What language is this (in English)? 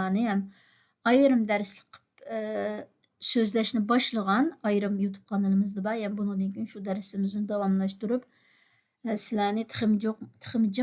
Uyghur